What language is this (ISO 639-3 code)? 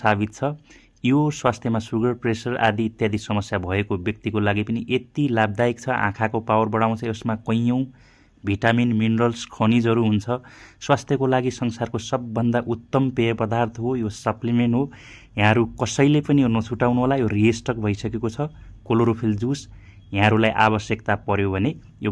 nep